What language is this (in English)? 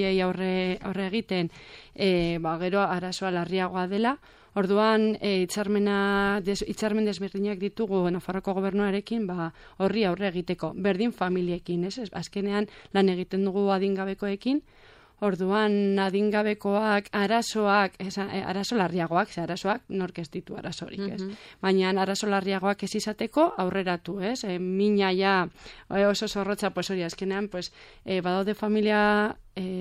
Basque